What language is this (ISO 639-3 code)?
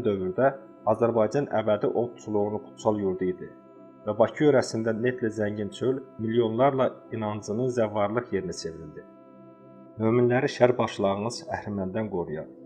aze